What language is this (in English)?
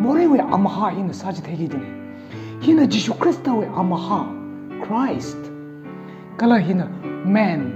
Tangkhul Naga (India)